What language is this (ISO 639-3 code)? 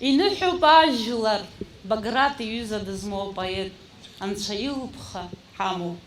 abk